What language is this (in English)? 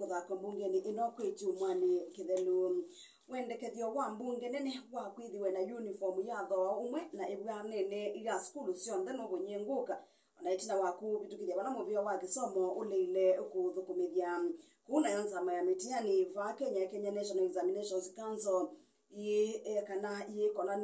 Kamba